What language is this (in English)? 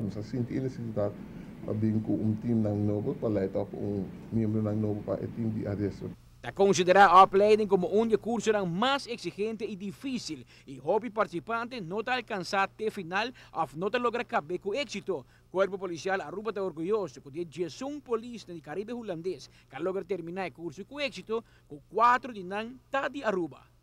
Papiamento